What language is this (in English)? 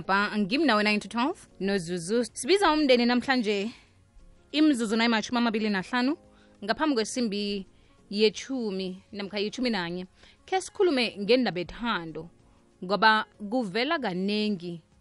South Ndebele